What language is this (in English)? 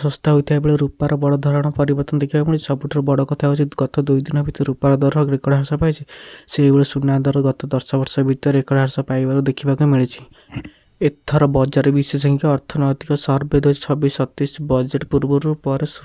Odia